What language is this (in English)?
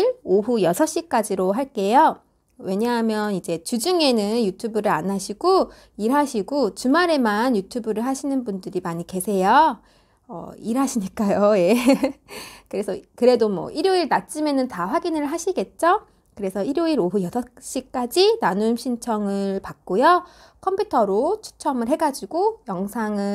Korean